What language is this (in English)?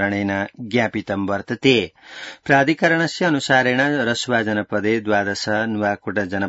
Sanskrit